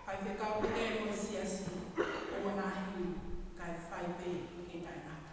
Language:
Tongan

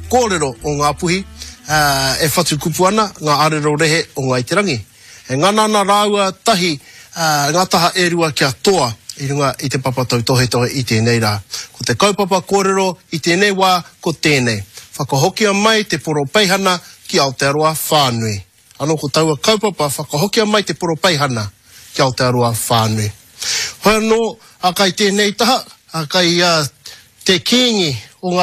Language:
Māori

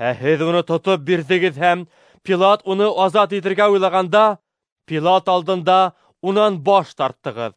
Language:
Bashkir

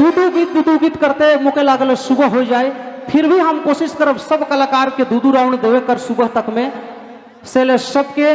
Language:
Sadri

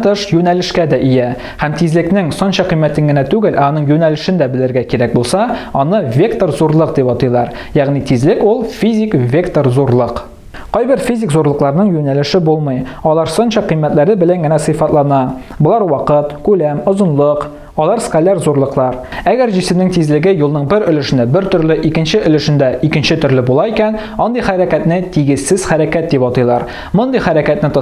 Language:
Tatar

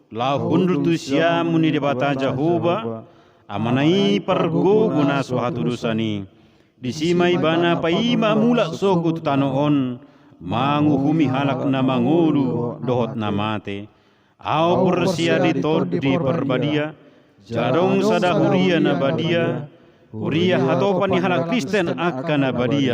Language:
Batak Toba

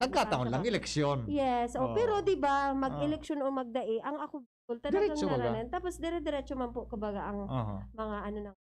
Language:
Bikol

